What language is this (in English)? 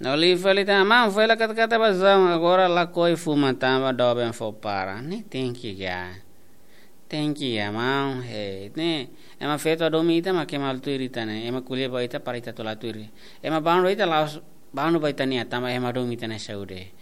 Tetum